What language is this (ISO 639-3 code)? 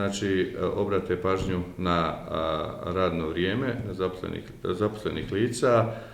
bos